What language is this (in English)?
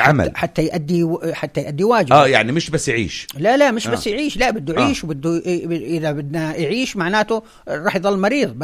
North Levantine Arabic